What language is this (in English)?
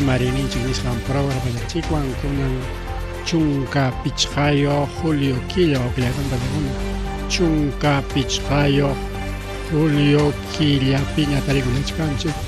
Ayacucho Quechua